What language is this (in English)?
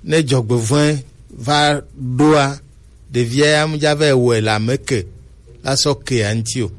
Gen